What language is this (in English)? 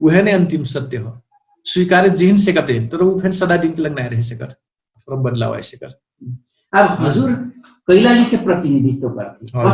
Dangaura Tharu